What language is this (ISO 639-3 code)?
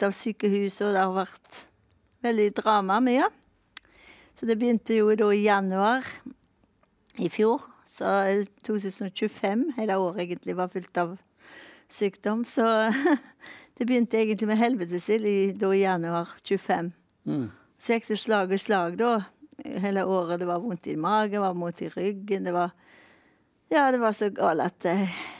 nor